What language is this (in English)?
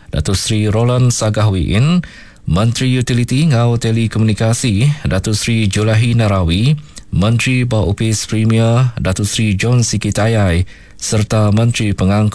Iban